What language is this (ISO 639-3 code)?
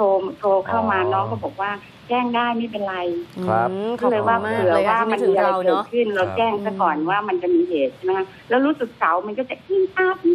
tha